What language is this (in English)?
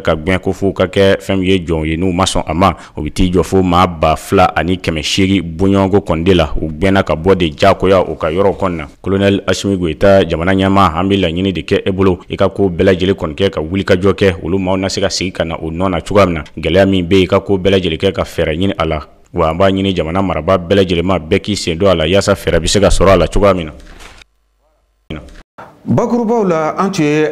Bambara